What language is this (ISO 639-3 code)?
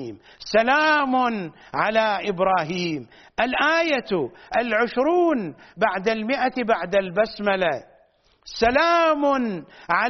ara